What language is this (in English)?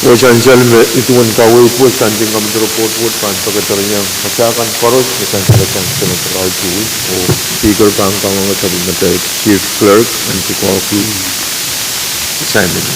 Pohnpeian